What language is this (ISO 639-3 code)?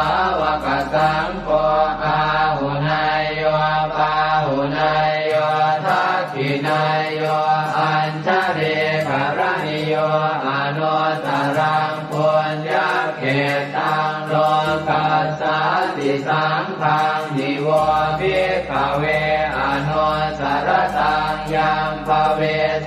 pli